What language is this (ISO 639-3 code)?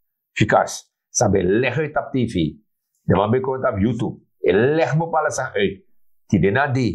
srn